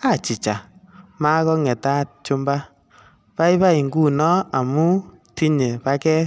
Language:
Kalenjin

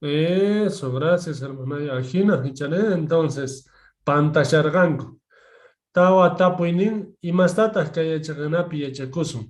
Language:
Quechua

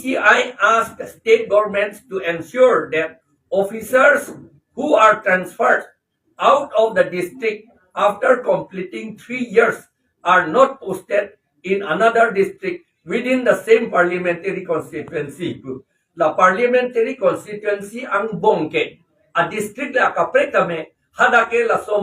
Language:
Karbi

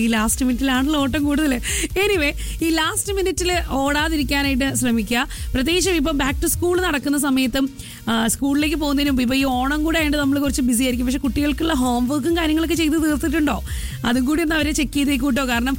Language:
Malayalam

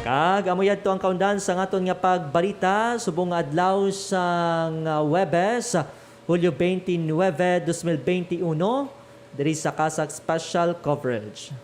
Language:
Hiligaynon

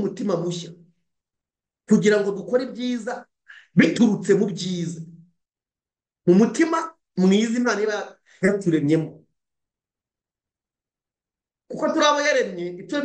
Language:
Kinyarwanda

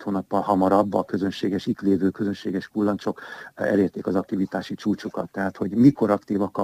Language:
Hungarian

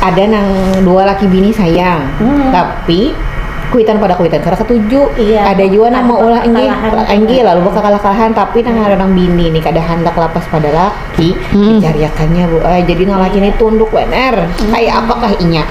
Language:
Banjar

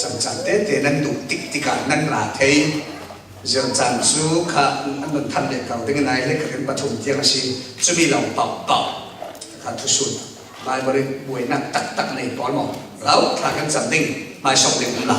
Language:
Falam Chin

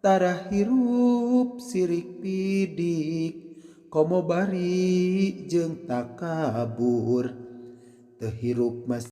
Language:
Sundanese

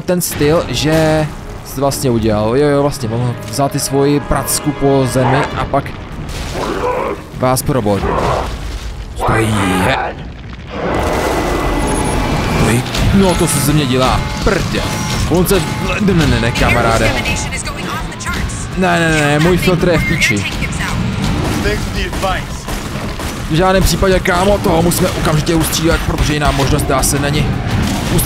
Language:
Czech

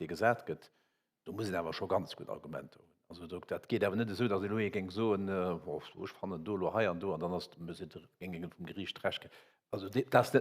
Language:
Luxembourgish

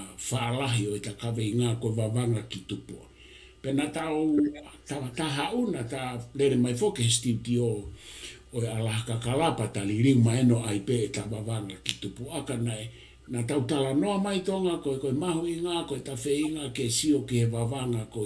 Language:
Tongan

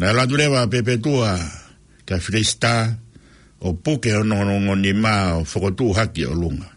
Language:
Tongan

